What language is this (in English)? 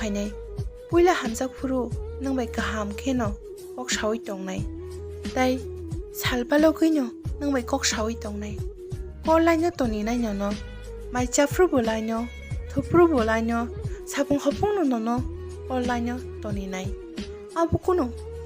Kok Borok